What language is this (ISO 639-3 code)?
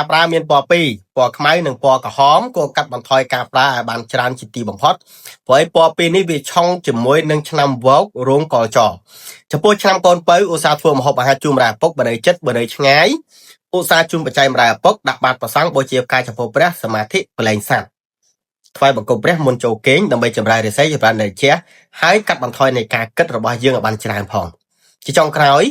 khm